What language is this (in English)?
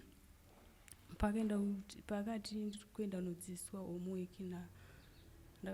Shona